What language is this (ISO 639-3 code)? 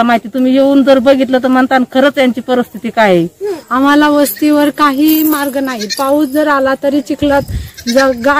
mar